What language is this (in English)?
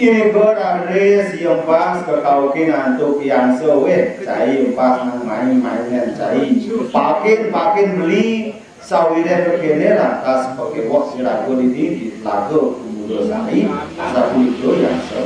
Balinese